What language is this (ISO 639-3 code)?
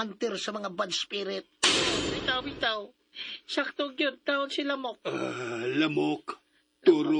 ceb